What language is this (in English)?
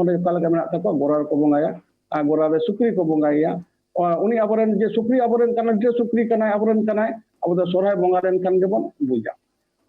Santali